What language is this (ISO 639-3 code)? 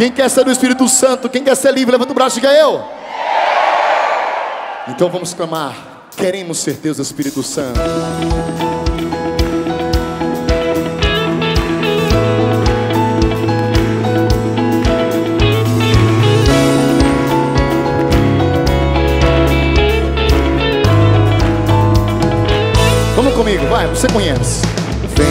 por